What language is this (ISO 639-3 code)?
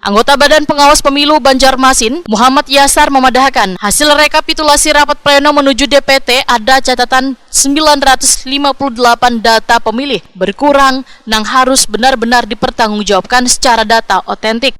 bjn